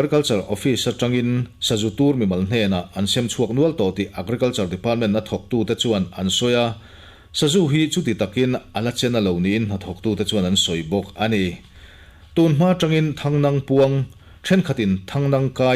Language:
Mizo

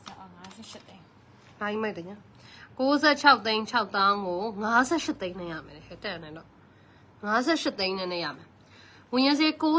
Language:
Burmese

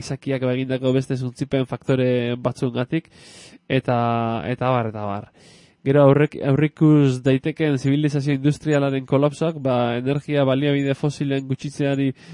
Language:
Basque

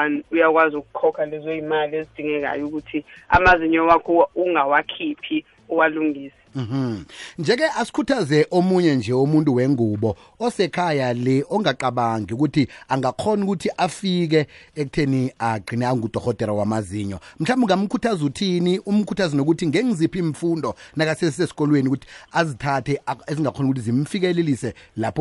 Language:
South Ndebele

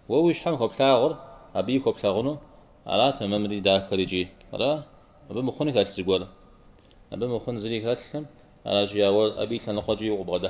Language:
Kabardian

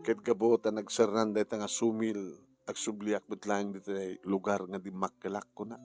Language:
Iloko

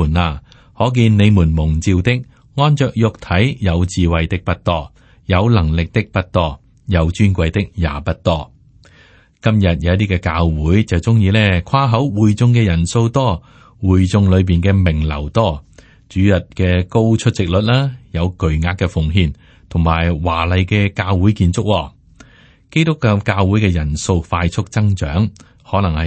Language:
Cantonese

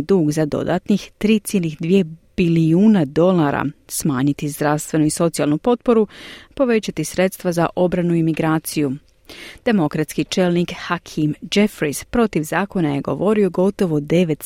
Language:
Croatian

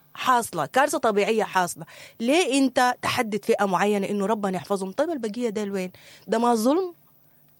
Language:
Sudanese Arabic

